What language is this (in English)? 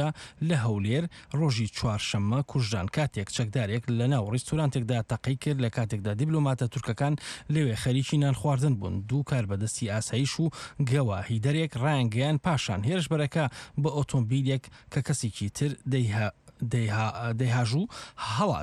Central Kurdish